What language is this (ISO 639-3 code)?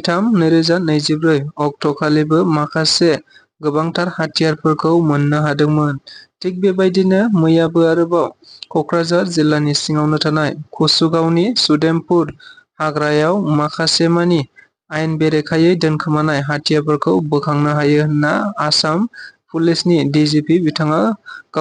brx